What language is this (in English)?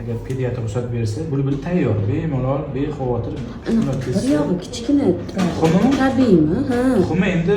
Uzbek